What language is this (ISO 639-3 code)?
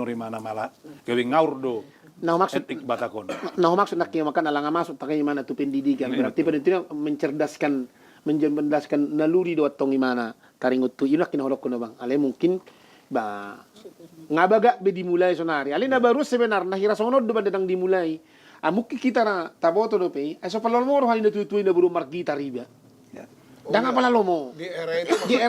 bbc